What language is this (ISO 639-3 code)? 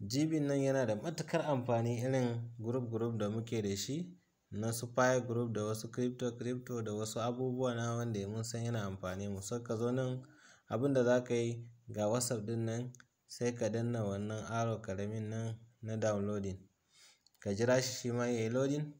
hau